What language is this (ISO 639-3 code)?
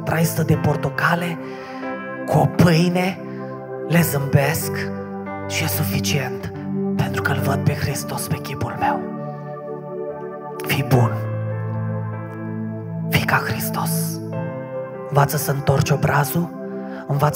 ron